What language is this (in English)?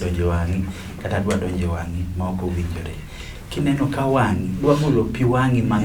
Luo (Kenya and Tanzania)